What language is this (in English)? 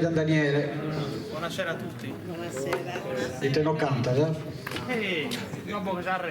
Sardinian